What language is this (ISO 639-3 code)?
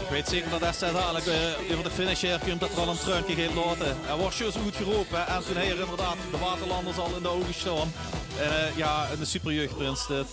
lim